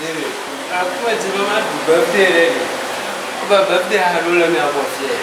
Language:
Ewe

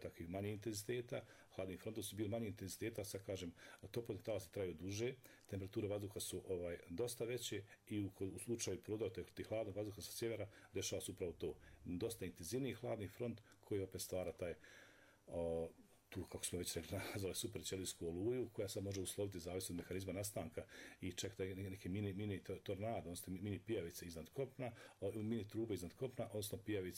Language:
Bosnian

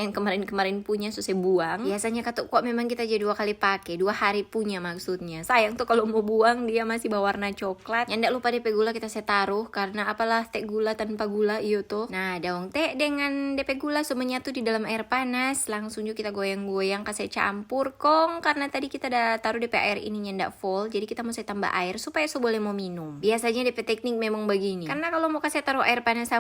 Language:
Manado Malay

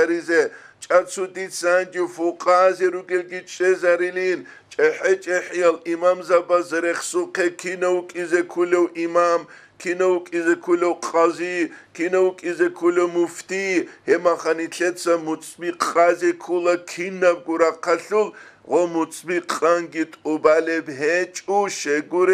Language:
Avaric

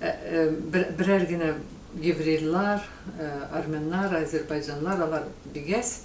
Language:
Tatar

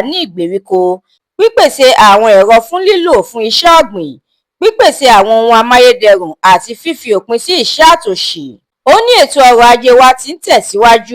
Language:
Yoruba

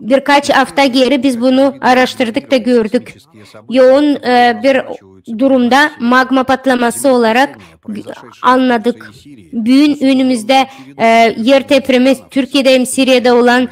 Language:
Gagauz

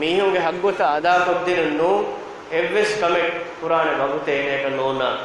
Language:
Divehi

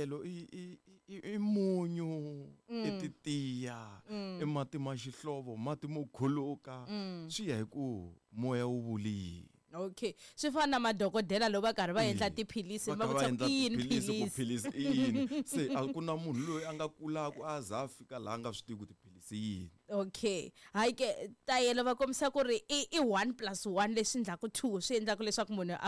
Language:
Tsonga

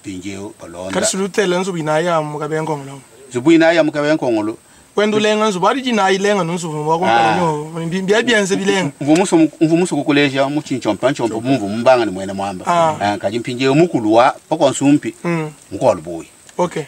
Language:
Luba-Lulua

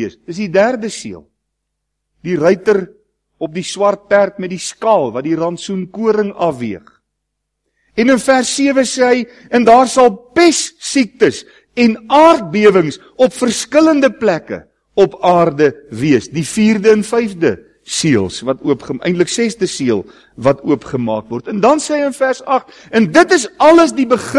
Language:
Afrikaans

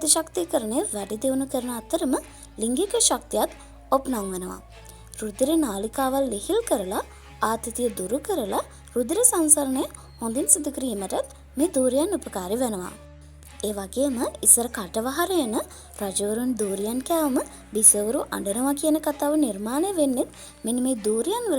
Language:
Sinhala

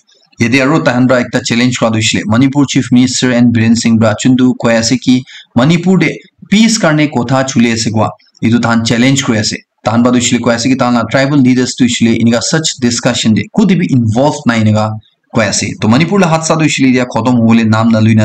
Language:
Naga Pidgin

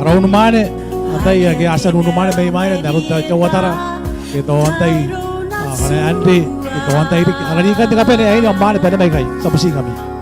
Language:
Gilbertese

